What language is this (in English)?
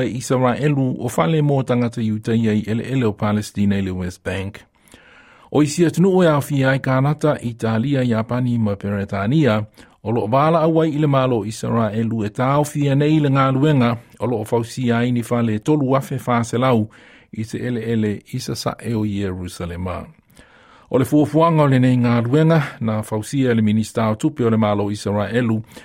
Samoan